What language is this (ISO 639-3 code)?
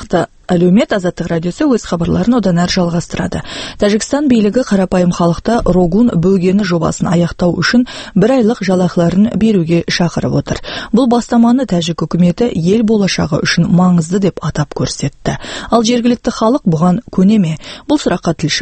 kaz